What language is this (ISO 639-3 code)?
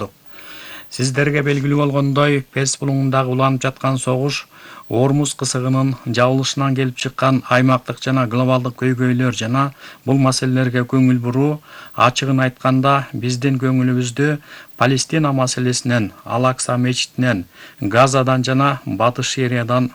kir